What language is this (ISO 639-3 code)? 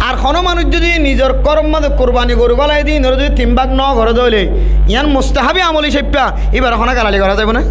rhg